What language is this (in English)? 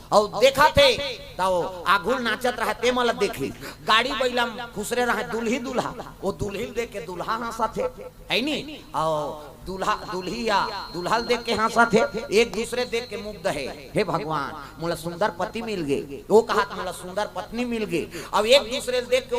Chhattisgarhi